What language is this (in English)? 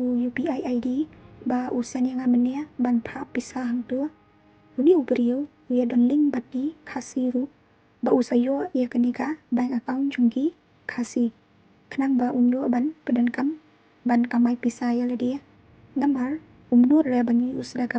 Khasi